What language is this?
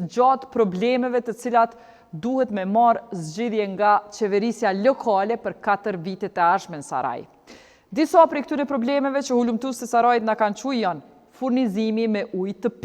Albanian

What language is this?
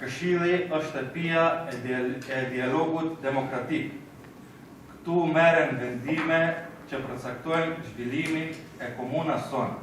Albanian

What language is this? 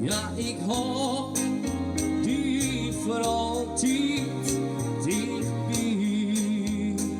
Western Frisian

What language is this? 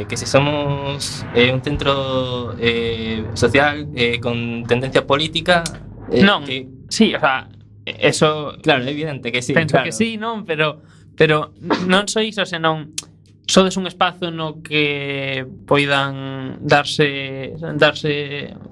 Galician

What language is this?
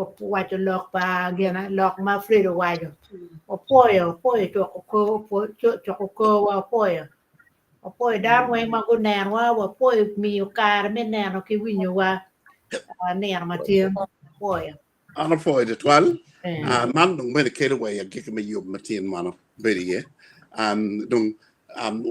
Acoli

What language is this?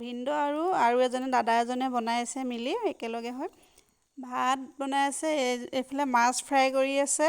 Assamese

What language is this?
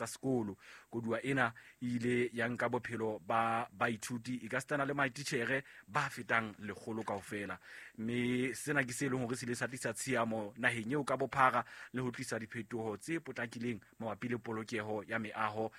Southern Sotho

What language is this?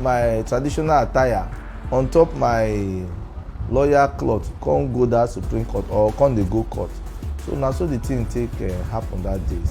Nigerian Pidgin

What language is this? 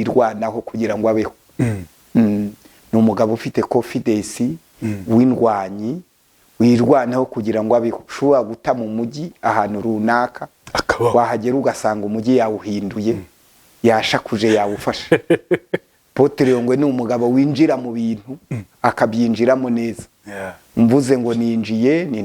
Kinyarwanda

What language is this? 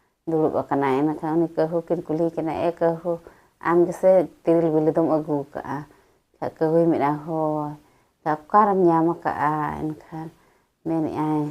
Santali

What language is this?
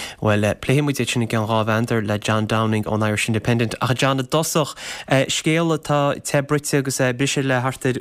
Irish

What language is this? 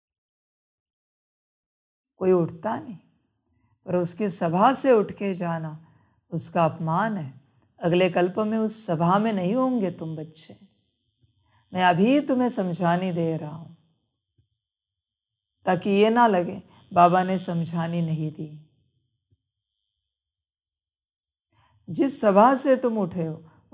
Hindi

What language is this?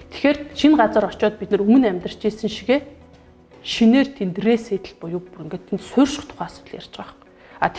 Mongolian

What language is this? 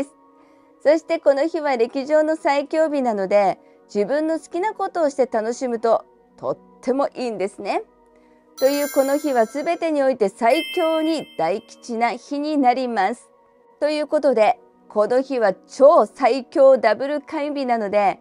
Japanese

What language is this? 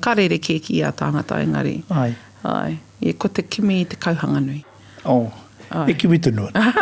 Māori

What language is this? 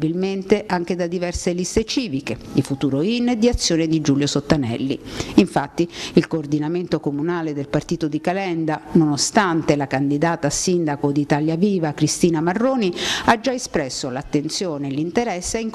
Italian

